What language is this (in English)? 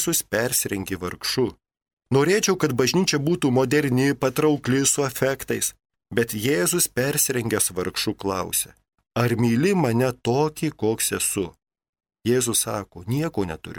Lithuanian